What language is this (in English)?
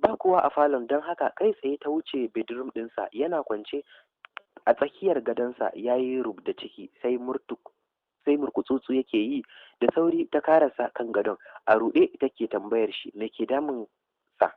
Hausa